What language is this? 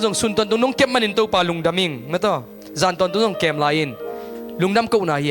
Tedim Chin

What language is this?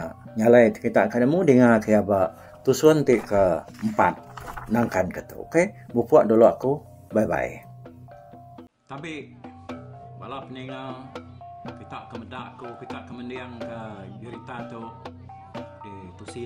Iban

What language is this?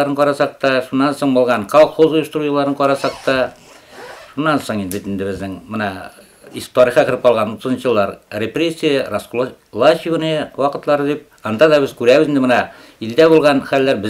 Bashkir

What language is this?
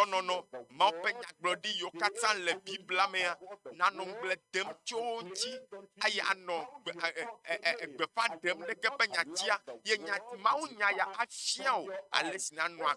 Ewe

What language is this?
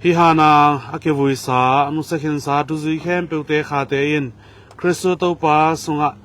Tedim Chin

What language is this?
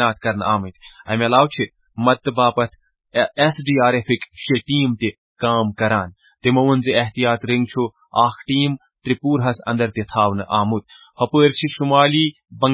Kashmiri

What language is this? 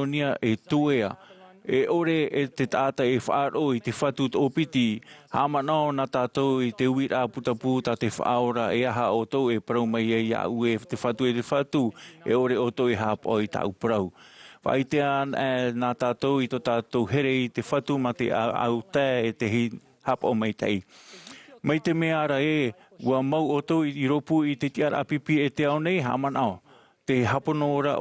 Tahitian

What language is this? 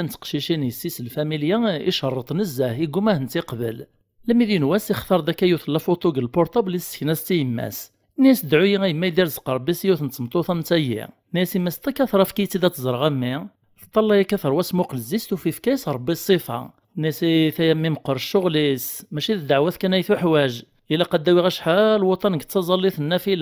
Kabyle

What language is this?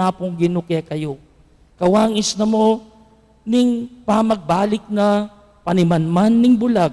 Pampanga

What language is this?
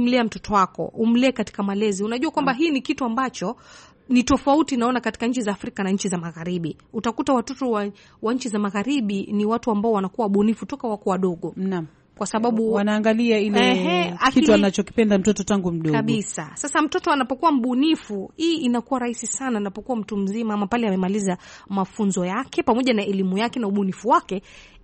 Swahili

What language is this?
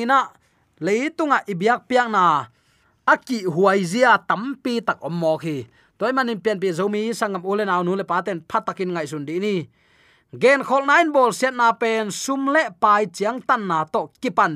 Tedim Chin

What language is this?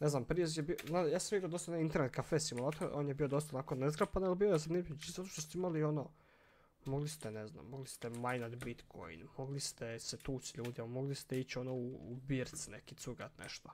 Croatian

